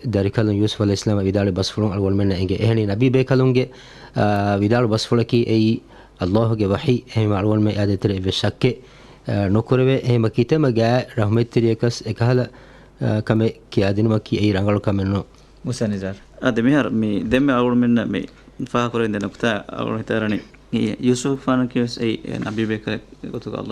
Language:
Divehi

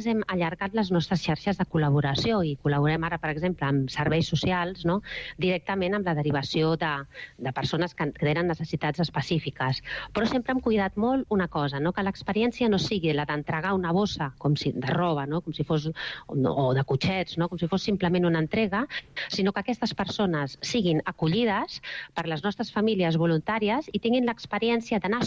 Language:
Catalan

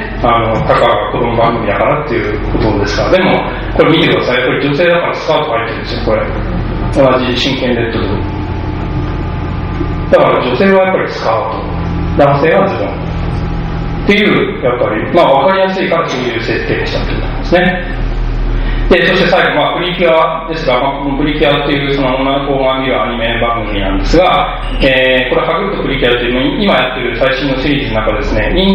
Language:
Japanese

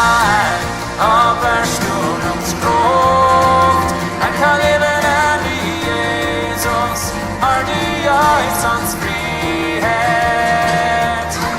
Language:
Plautdietsch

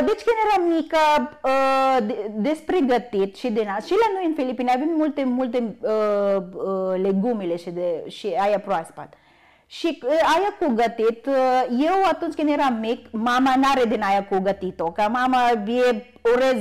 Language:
Romanian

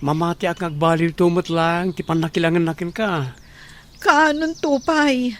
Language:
Iloko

